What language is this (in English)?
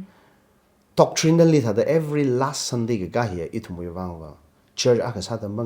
Tangkhul Naga (India)